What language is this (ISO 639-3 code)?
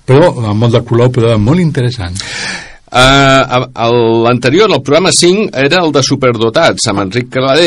cat